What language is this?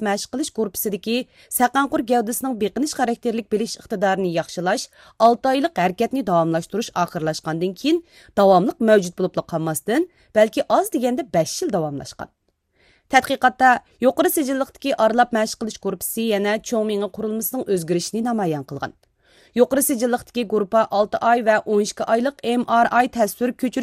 Uyghur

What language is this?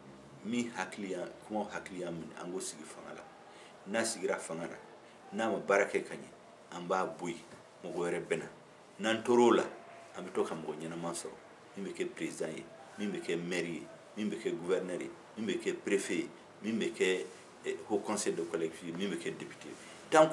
Bambara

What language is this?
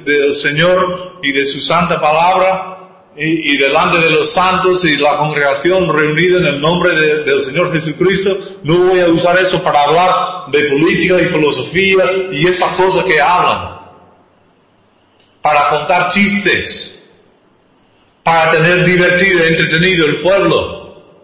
Spanish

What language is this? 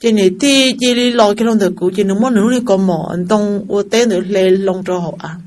Hmong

